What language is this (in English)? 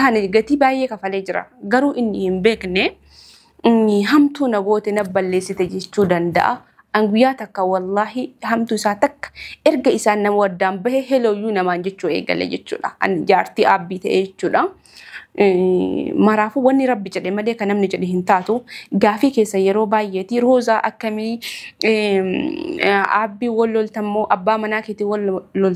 Oromo